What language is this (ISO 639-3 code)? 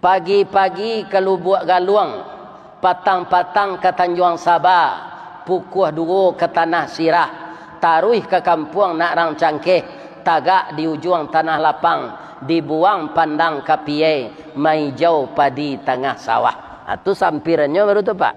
min